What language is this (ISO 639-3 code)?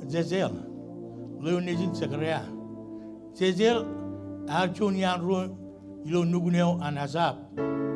mah